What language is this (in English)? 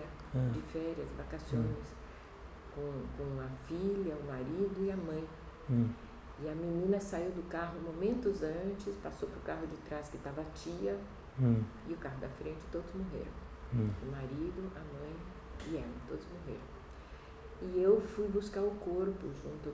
Portuguese